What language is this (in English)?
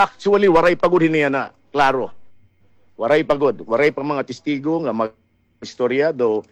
Waray